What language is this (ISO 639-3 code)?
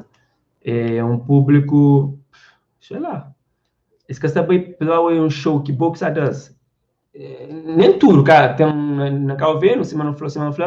kea